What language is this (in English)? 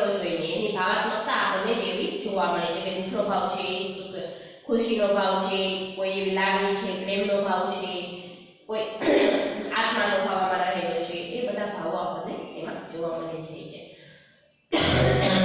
Gujarati